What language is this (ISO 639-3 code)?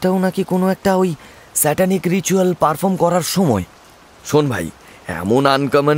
ben